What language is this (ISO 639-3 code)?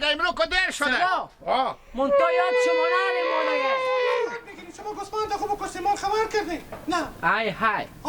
haz